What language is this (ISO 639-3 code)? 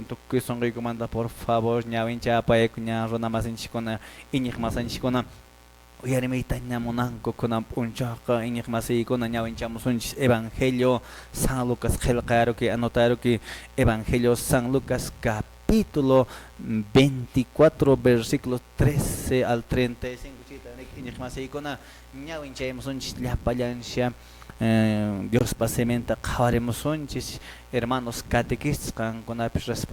que